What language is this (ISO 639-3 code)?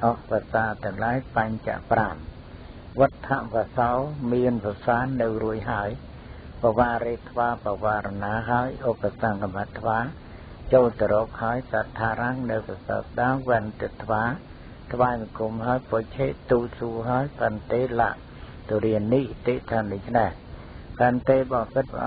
khm